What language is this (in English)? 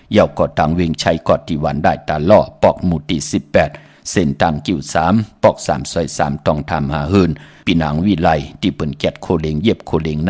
Shan